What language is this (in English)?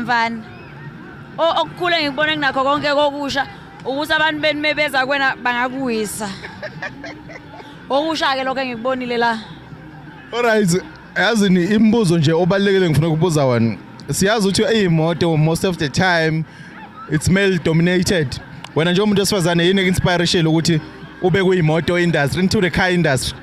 Zulu